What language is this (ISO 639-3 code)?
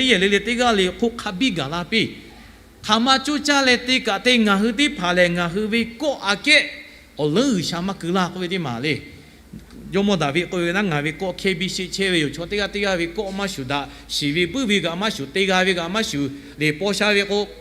lhu